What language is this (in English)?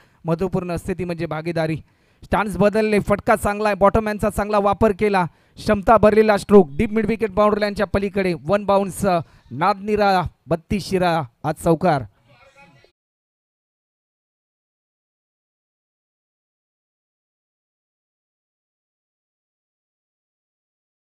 Marathi